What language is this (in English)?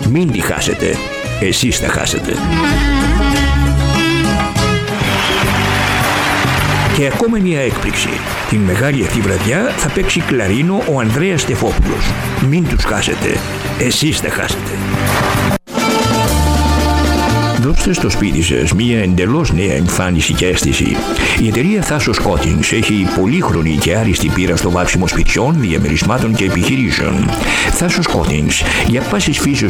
Greek